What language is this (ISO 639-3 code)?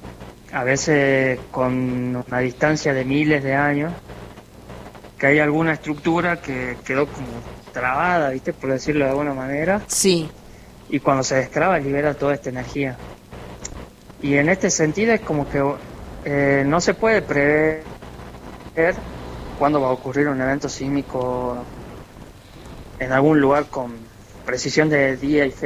spa